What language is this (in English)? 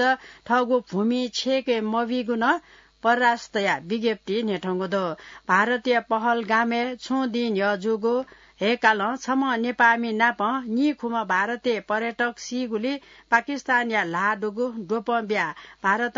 Newari